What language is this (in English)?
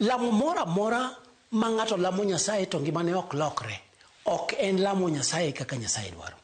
Luo (Kenya and Tanzania)